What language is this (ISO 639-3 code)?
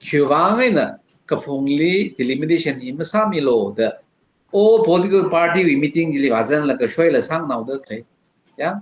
nmf